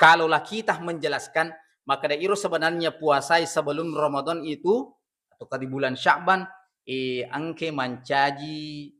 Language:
Buginese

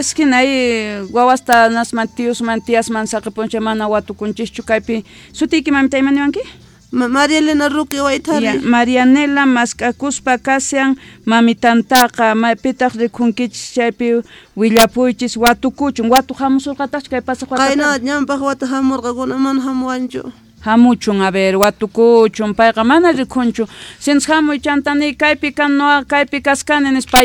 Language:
Quechua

